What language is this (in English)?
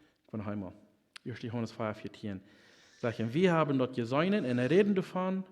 Plautdietsch